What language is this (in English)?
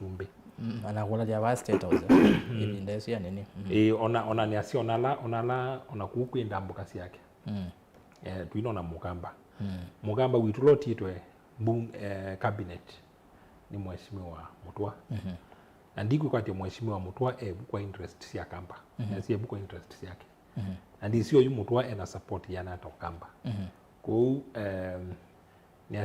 Kamba